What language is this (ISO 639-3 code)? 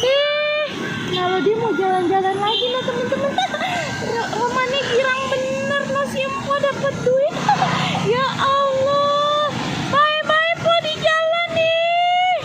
bew